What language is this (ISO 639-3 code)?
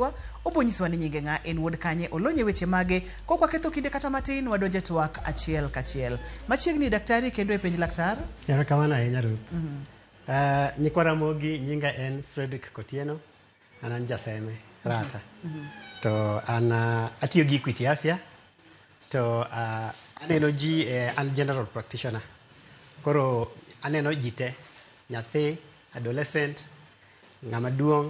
luo